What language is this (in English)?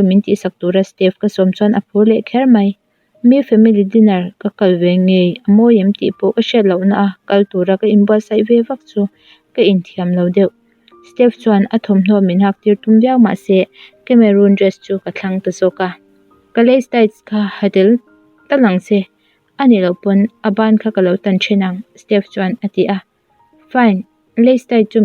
Mizo